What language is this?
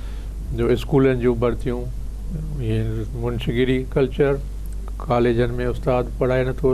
Sindhi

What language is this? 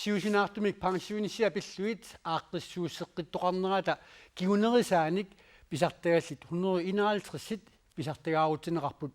Kalaallisut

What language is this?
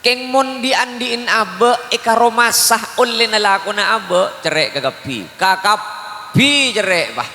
Madurese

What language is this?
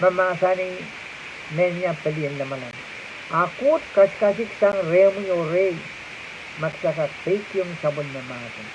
Pohnpeian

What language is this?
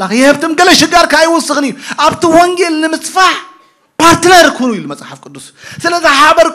Tigrinya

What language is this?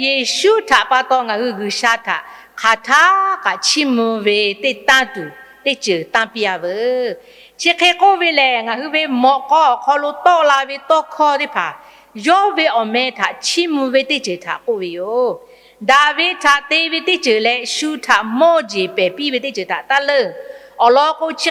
Lahu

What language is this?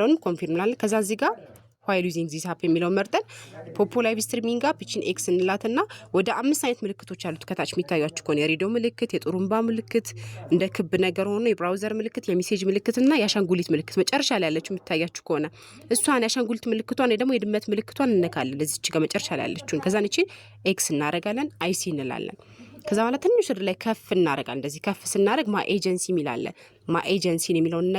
Amharic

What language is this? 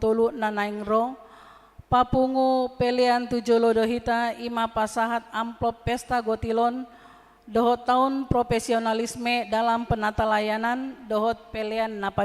Batak Toba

